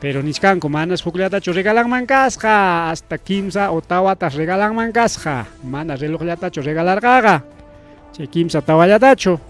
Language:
Ayacucho Quechua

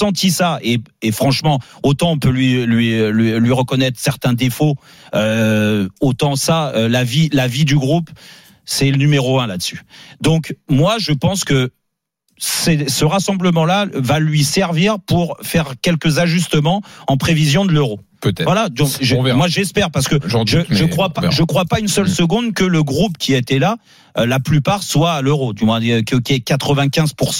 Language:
French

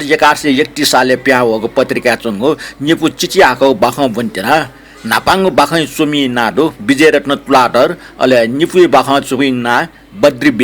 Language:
Newari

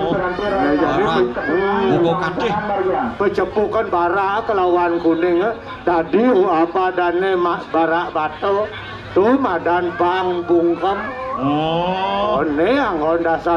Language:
Balinese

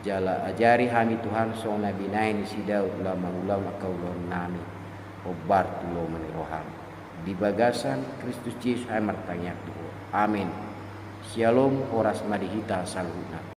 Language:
Batak Toba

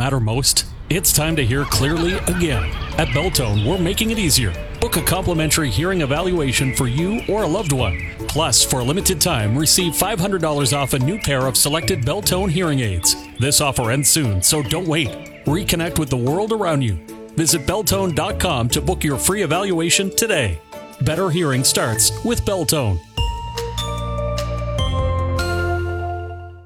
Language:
English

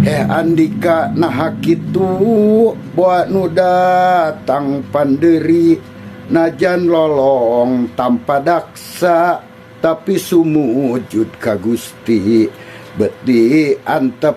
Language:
Sundanese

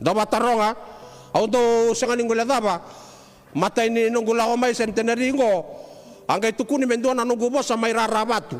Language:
Fijian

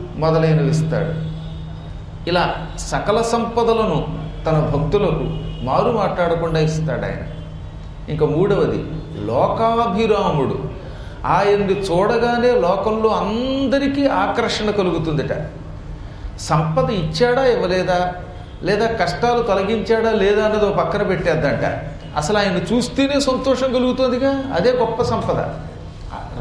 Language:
Telugu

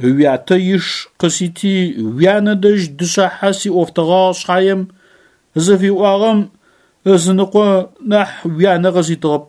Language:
Adyghe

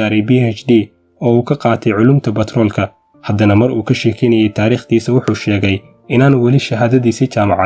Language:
Somali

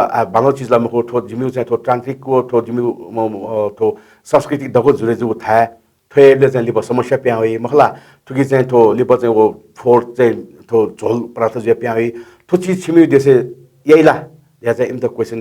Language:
Newari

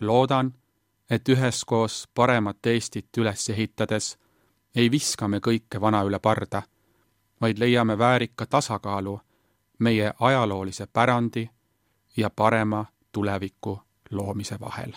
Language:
Estonian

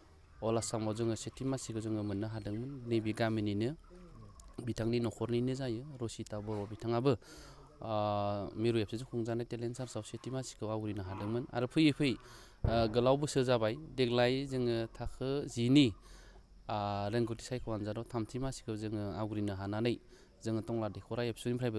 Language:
Bodo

